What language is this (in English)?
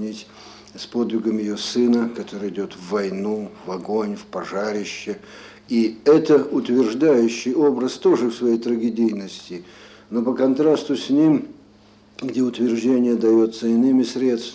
Russian